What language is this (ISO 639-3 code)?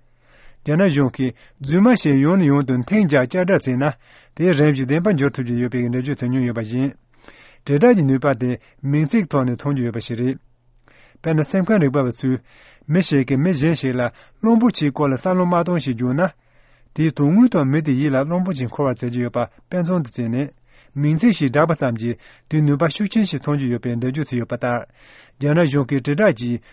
bod